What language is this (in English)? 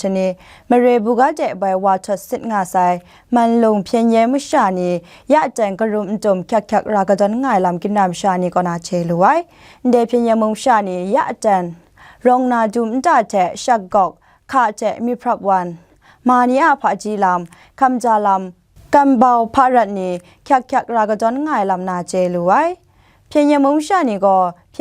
Kachin